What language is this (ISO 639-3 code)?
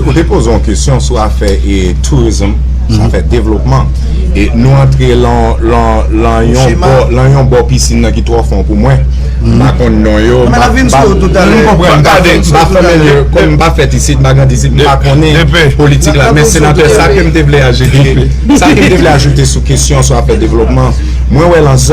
hat